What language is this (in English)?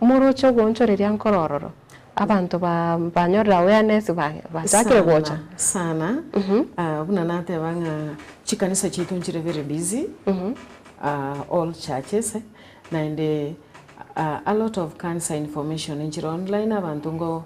Gusii